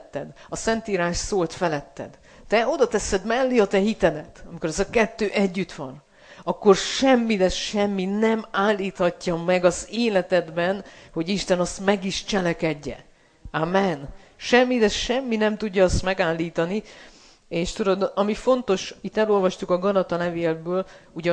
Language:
Hungarian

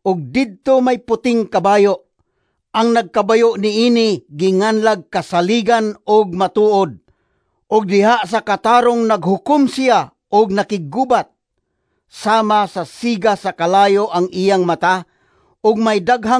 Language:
Cebuano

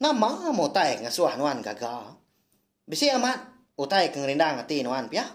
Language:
Iban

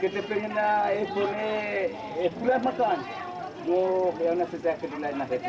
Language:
Dehu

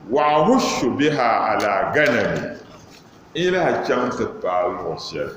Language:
Dagbani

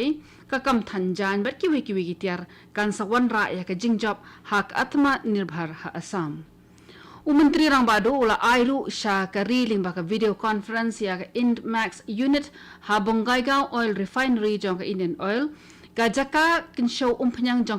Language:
Khasi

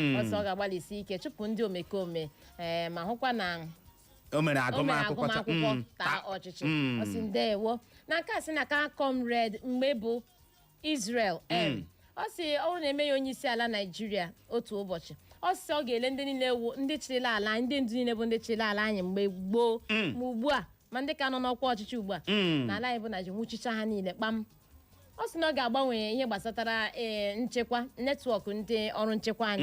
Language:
Igbo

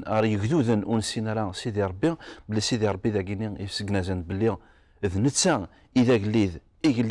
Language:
Kabyle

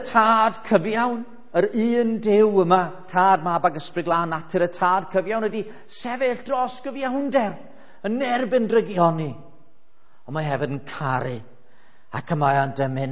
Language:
Welsh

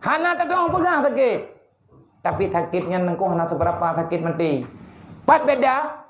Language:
Achinese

